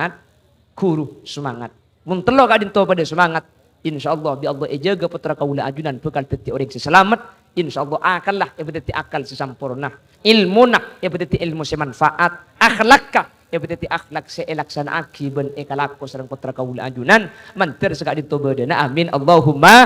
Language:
Madurese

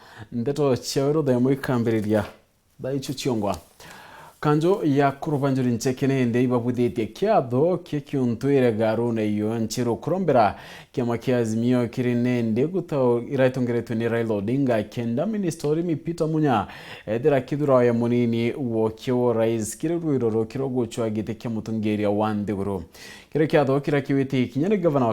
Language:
Meru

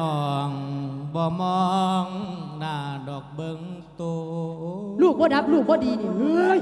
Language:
Lao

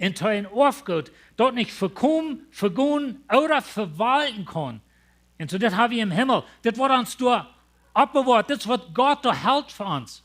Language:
Plautdietsch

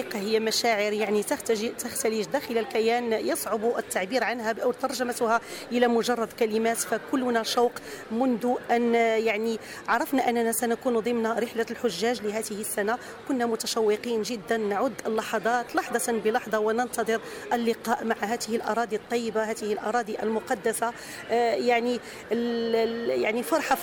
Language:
Najdi Arabic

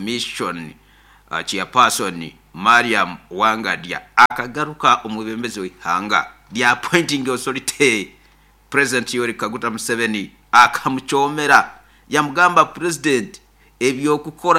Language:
Nyoro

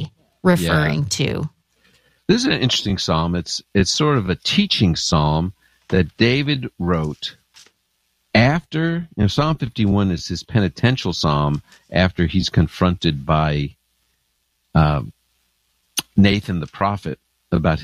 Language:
English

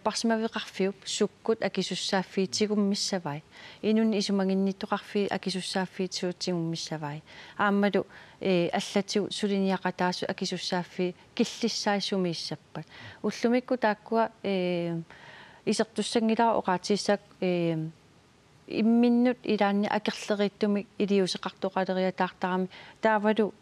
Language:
Kalaallisut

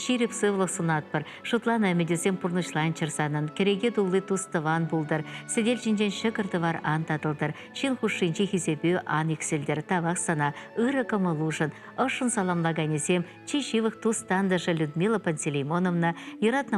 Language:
Chuvash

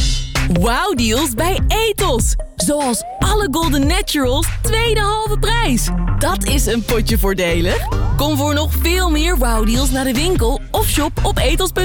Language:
Dutch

